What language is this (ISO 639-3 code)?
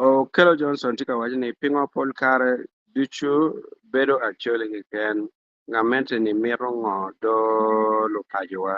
ach